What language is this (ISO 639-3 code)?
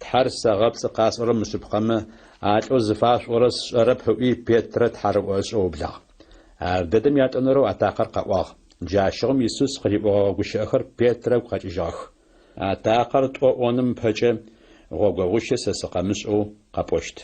ady